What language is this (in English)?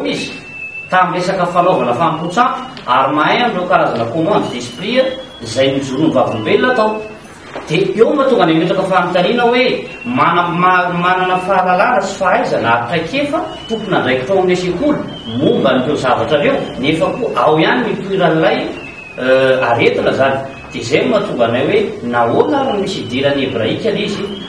Malagasy